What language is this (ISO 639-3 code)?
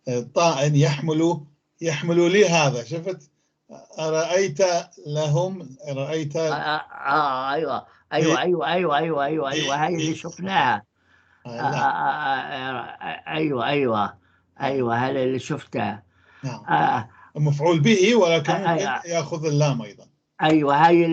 apc